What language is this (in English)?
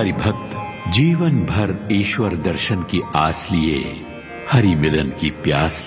Hindi